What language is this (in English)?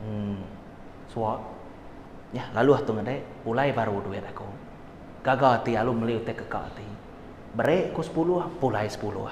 Iban